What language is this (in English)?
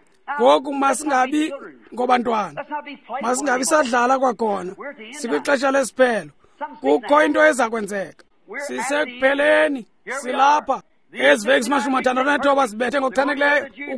Xhosa